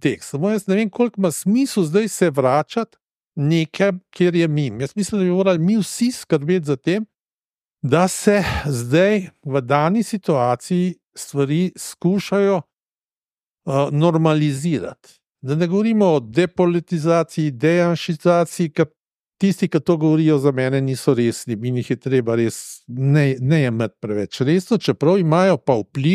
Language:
Slovenian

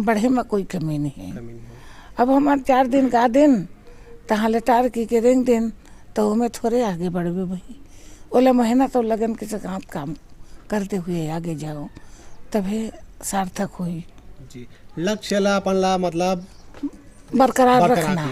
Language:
Chhattisgarhi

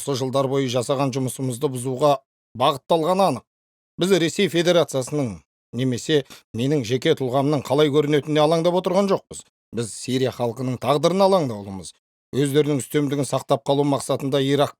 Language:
Kazakh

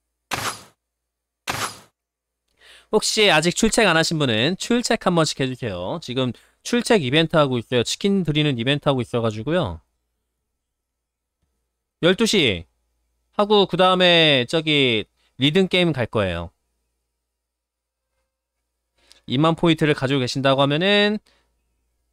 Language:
Korean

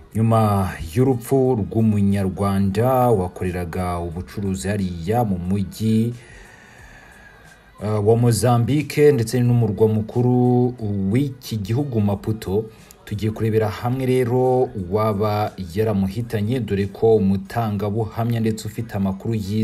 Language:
Kinyarwanda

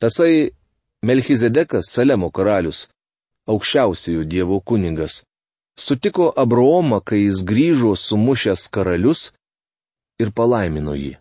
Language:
Lithuanian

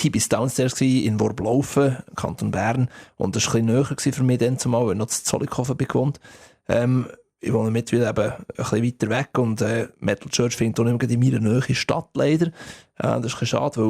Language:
Swiss German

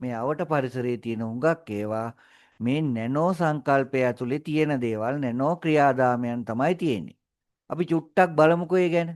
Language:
Sinhala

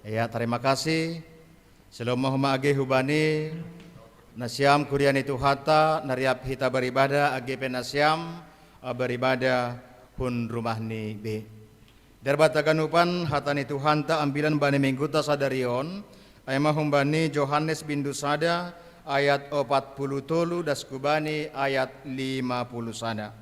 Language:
Batak Simalungun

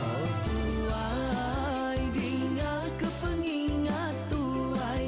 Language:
Iban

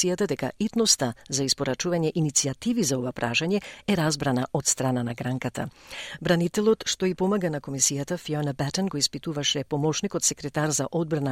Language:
Macedonian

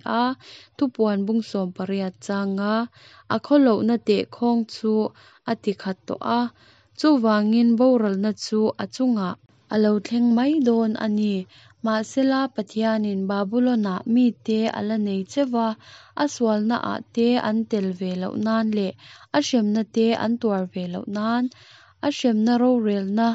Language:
Mizo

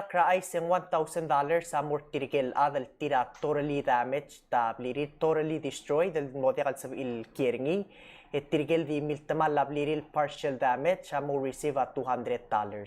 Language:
Palauan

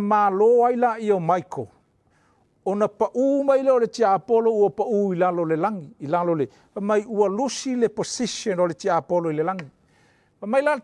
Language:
Samoan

